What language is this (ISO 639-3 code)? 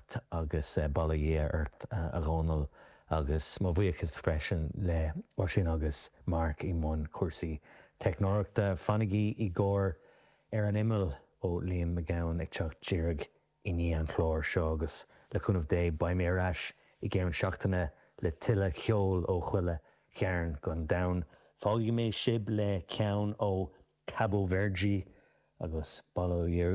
gle